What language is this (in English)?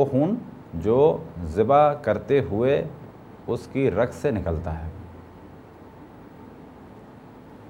Urdu